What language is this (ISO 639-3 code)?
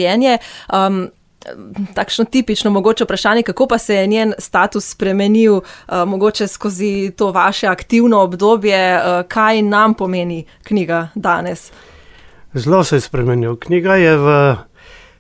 slv